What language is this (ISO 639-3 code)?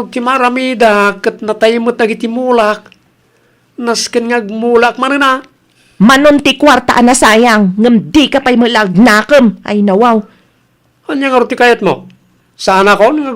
ilo